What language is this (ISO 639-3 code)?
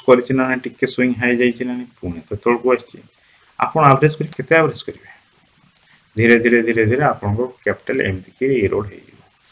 ori